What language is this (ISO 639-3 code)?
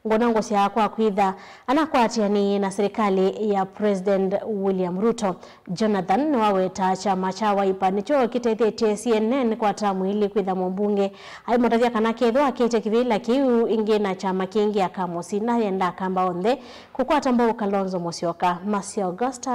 kam